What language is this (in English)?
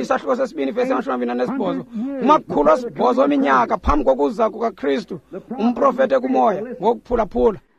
Xhosa